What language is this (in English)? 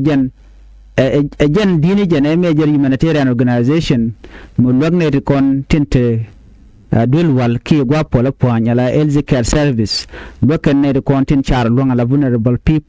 Nuer